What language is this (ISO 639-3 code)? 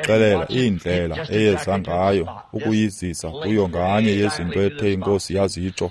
xho